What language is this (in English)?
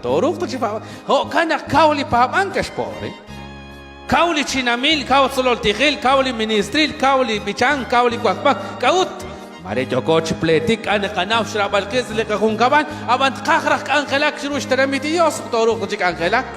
Kekchí